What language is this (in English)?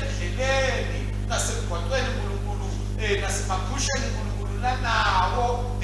Swati